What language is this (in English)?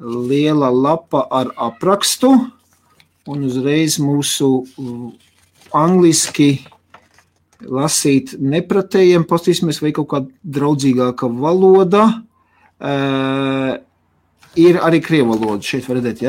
Latvian